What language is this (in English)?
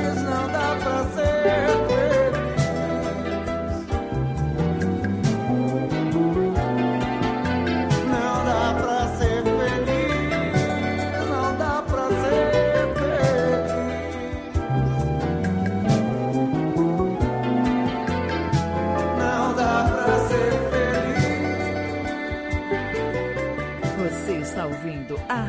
Portuguese